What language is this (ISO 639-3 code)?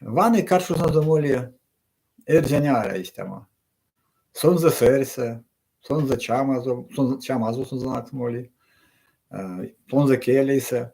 myv